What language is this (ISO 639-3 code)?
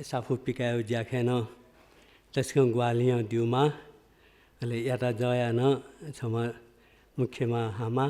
new